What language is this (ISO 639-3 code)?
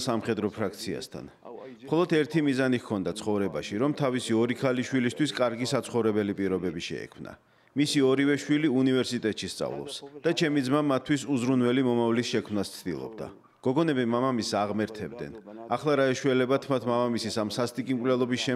kat